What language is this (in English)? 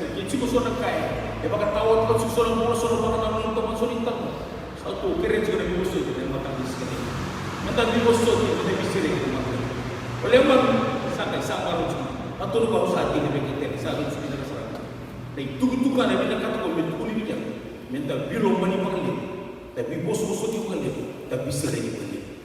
Fijian